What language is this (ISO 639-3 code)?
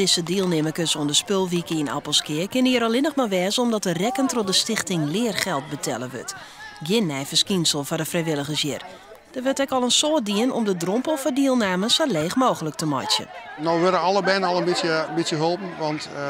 fry